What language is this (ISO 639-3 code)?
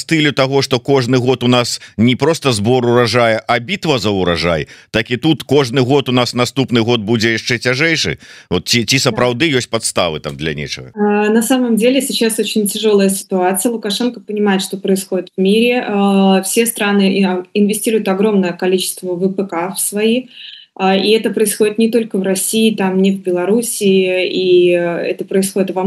bel